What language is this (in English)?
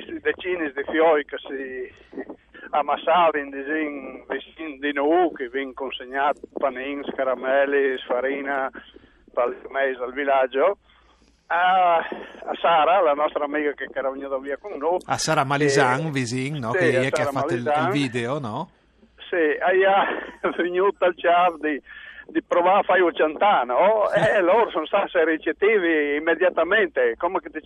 Friulian